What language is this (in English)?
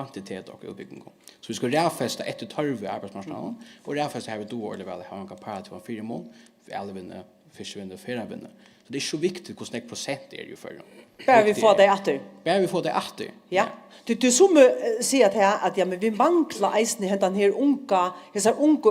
Faroese